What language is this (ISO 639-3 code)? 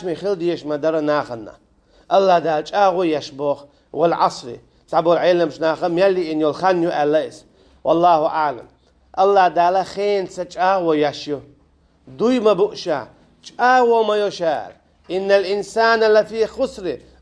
che